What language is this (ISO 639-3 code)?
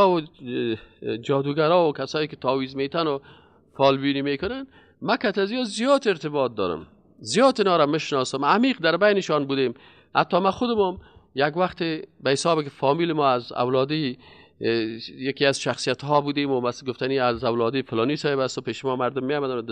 fas